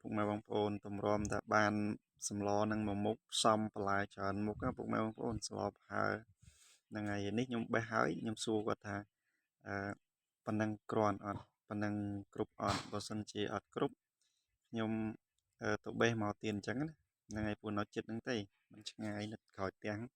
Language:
Khmer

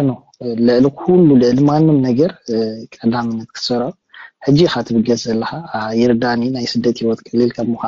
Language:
Tigrinya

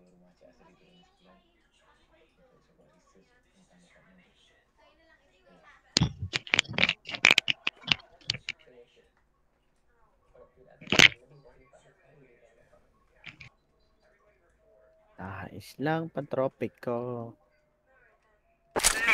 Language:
Filipino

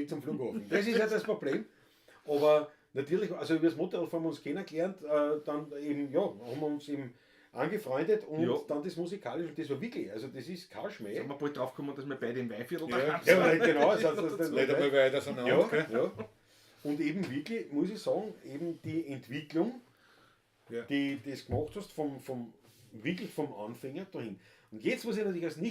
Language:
Bavarian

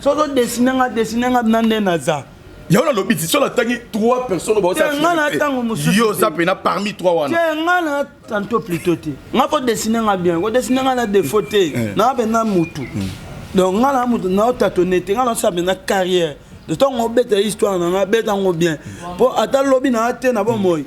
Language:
Lingala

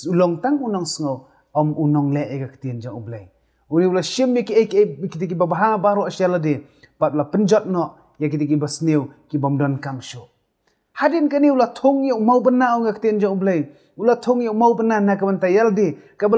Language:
Khasi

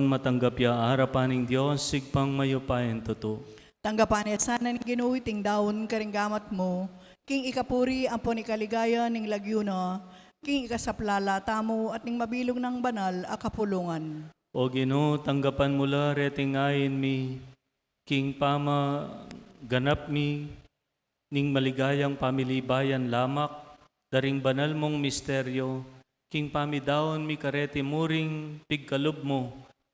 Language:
Pampanga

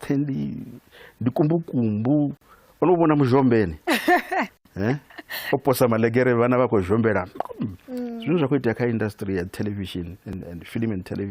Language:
Venda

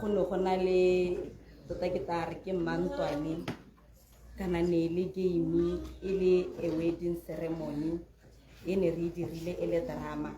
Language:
Tswana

